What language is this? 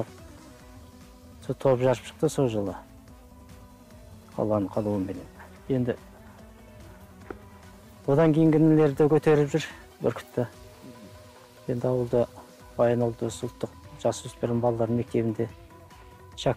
Kazakh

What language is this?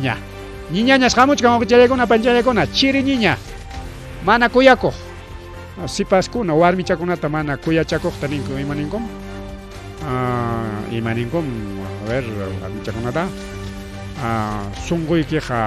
Ayacucho Quechua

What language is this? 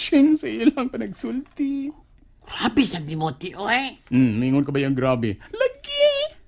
Cebuano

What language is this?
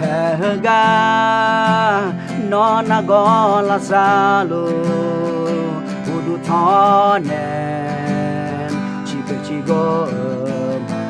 Akha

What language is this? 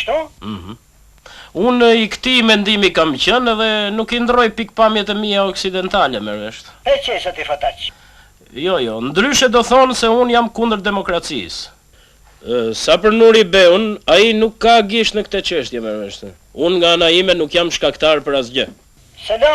Albanian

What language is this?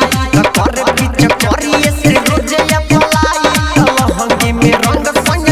Bhojpuri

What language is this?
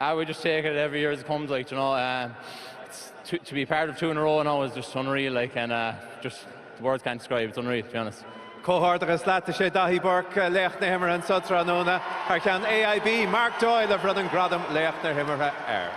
Irish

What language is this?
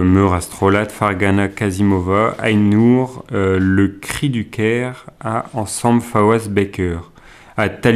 Breton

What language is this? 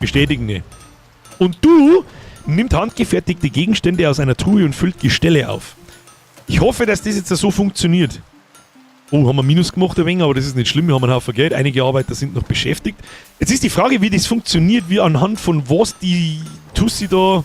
Bavarian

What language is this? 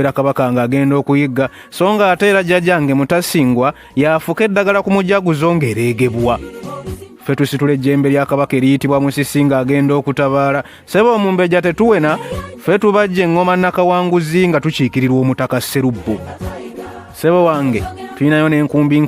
Ganda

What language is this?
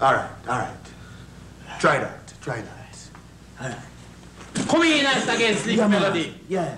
Jamaican Creole English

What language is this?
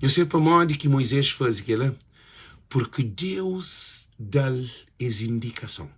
Kabuverdianu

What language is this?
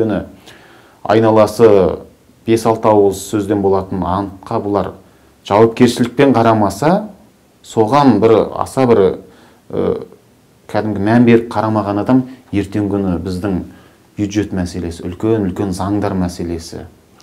Kazakh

